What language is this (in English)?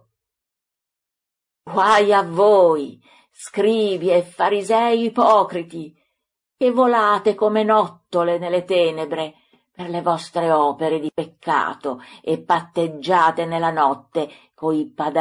Italian